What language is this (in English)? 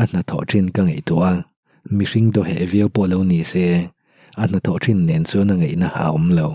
Mizo